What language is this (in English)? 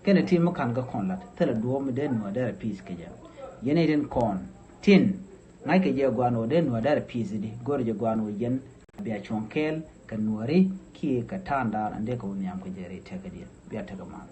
Nuer